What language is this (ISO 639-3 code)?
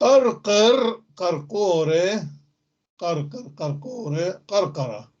apc